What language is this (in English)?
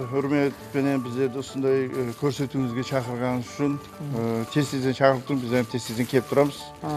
Kara-Kalpak